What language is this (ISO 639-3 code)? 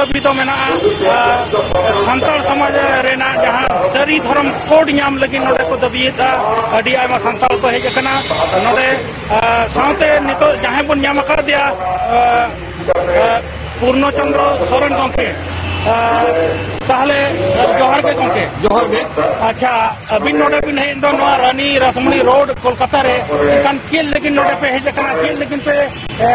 sat